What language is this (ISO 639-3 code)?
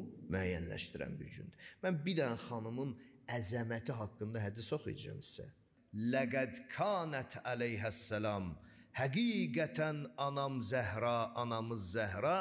aze